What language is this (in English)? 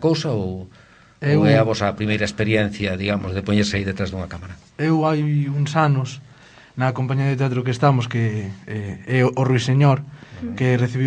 Galician